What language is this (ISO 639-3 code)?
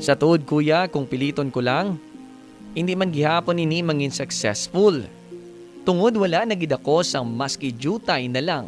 hil